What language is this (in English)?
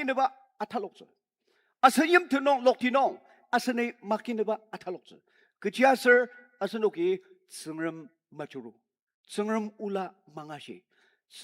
Ao Naga